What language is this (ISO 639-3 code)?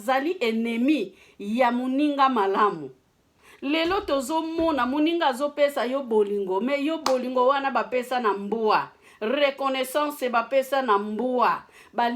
lin